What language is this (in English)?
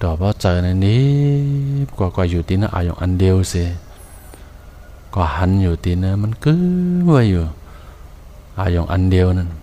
Shan